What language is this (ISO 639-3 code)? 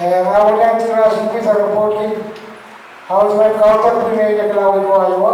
pon